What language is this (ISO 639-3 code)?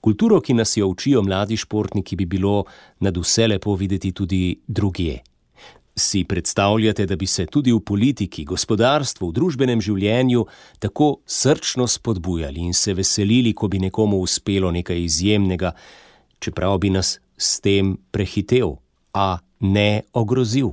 slv